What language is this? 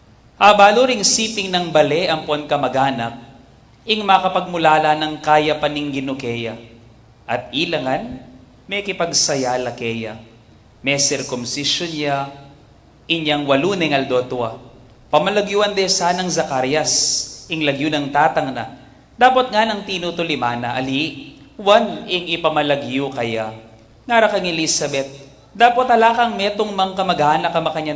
Pampanga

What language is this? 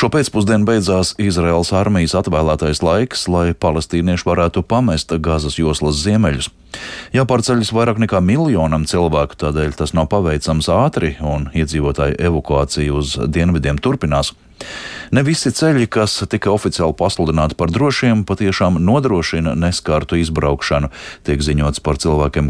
Latvian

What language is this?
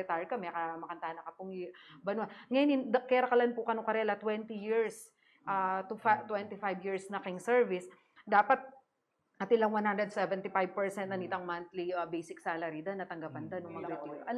Pampanga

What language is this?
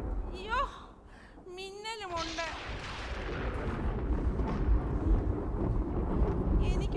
Malayalam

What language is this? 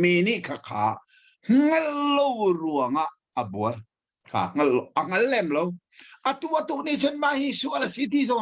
Hakha Chin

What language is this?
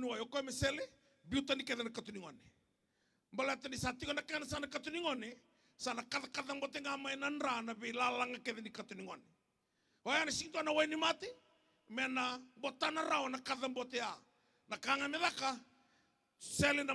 Fijian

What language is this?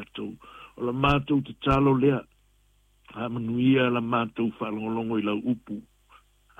Samoan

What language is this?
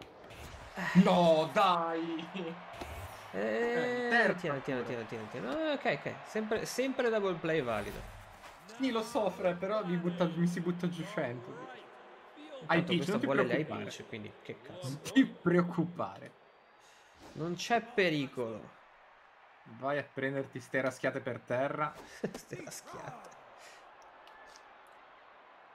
Italian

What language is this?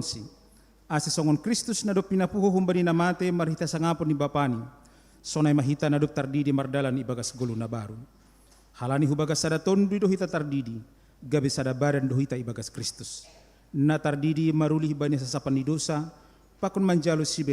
Batak Simalungun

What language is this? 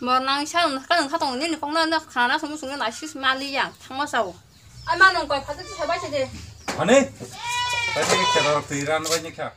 Kok Borok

